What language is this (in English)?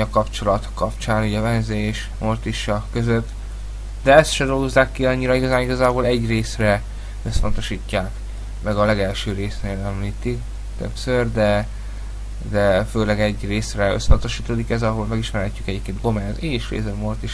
Hungarian